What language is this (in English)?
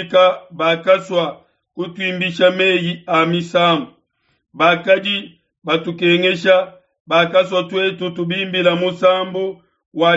Luba-Lulua